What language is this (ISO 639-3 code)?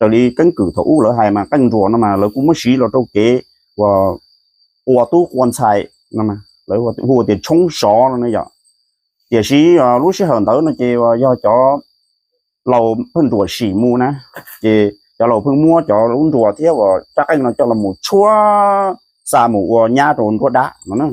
hmn